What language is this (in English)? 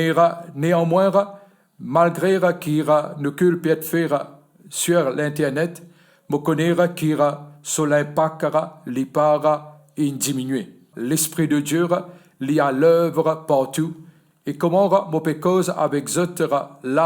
Morisyen